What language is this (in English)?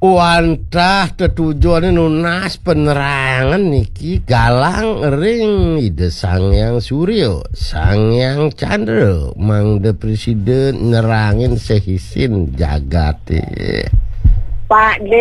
Balinese